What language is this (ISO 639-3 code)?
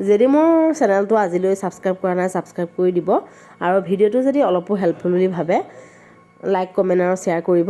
asm